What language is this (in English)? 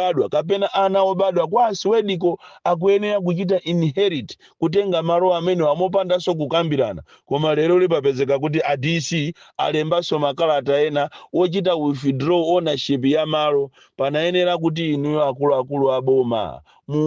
Nyanja